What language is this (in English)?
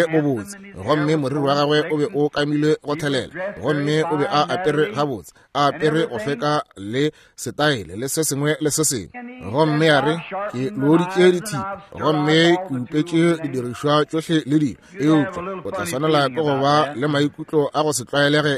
Northern Sotho